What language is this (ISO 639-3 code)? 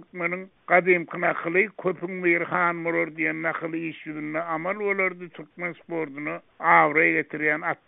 tuk